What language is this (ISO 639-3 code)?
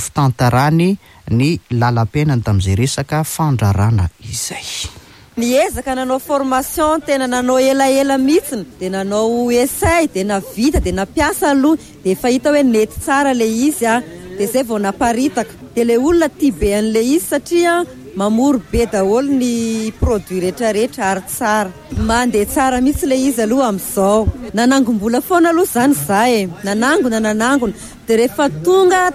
mlg